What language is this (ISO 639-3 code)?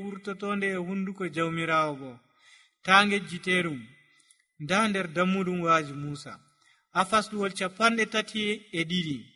fuv